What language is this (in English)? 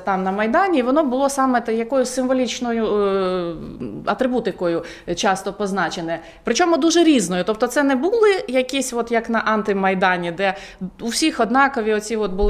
Ukrainian